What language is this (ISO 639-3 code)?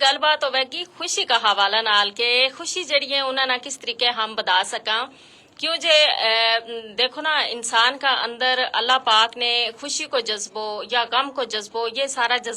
gju